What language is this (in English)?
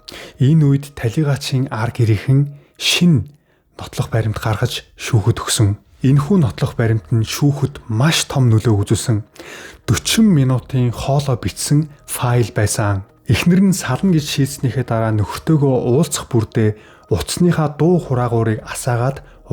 Mongolian